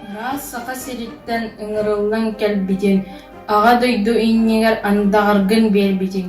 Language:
Yakut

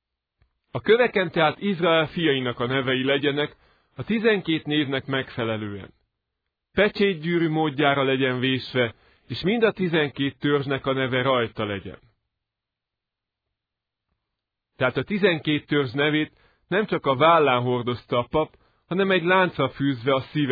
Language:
Hungarian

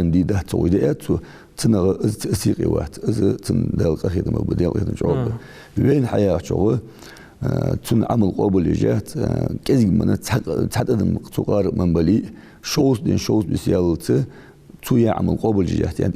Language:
Ingush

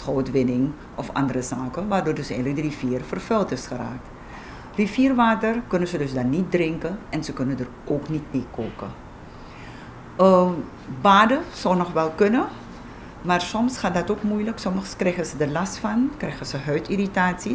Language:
Dutch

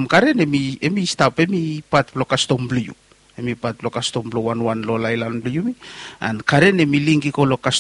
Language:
Bislama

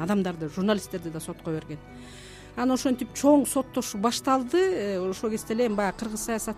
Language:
Kyrgyz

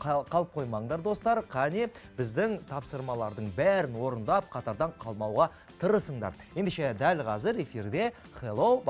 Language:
Kazakh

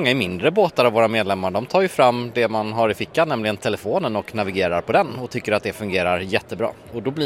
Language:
Swedish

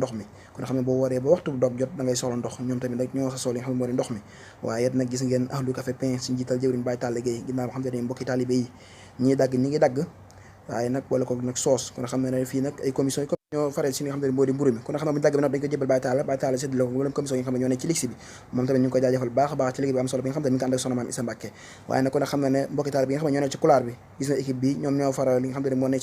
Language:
Wolof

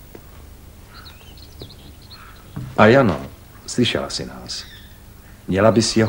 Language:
Czech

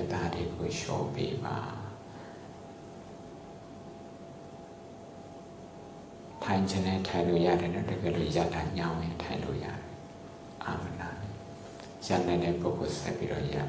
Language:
Burmese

